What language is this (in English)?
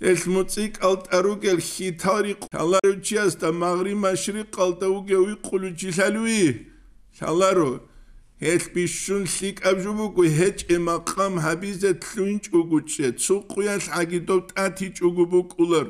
Avaric